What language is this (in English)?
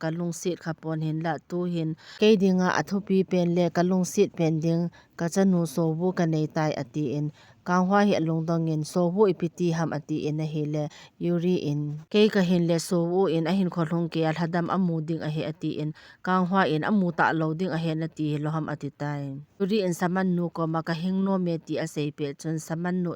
Thado Chin